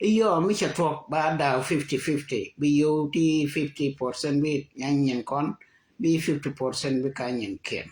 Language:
Nuer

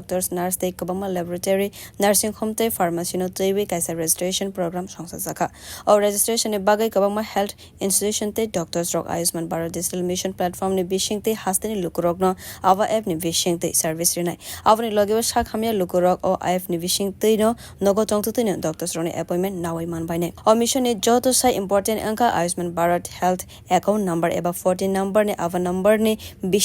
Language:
Kok Borok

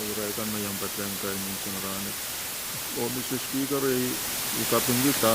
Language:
Pohnpeian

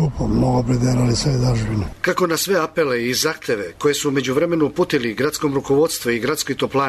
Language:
Serbian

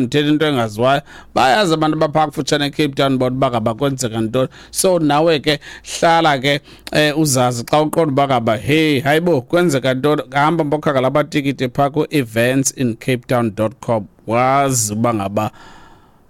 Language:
Xhosa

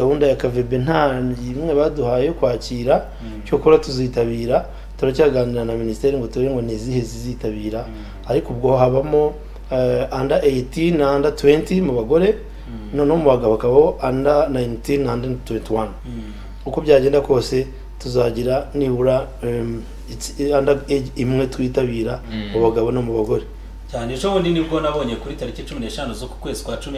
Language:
Kinyarwanda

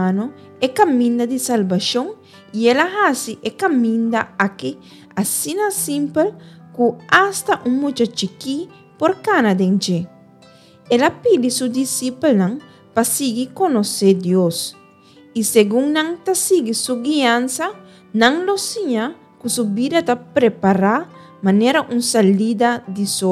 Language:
Papiamento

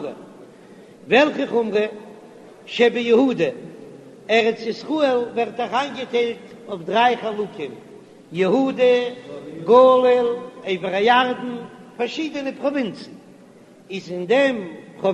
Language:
Yiddish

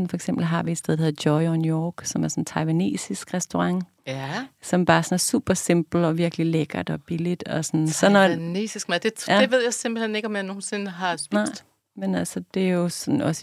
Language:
Danish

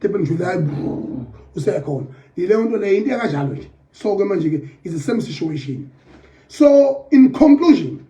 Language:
Zulu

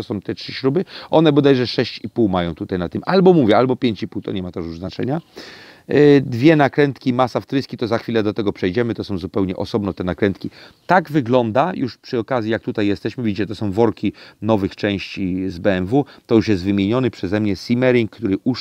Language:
Polish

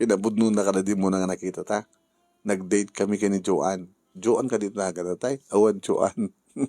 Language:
Iloko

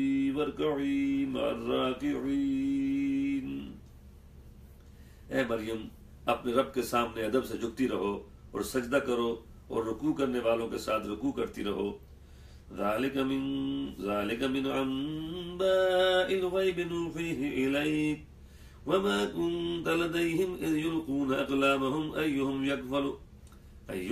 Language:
Urdu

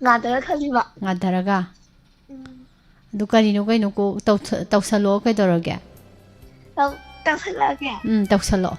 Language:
Manipuri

